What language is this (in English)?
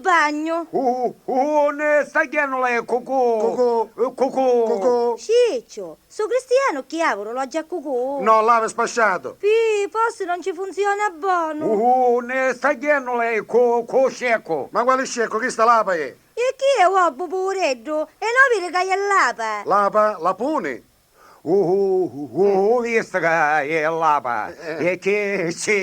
Neapolitan